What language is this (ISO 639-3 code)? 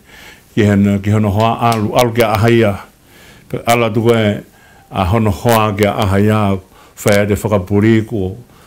ton